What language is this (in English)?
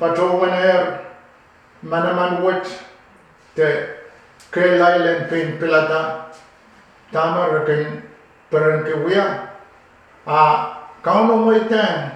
Pohnpeian